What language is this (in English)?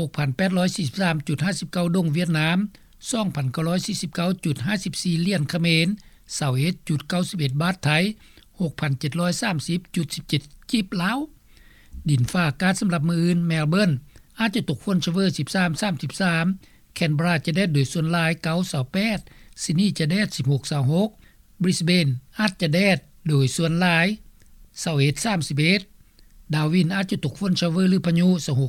Lao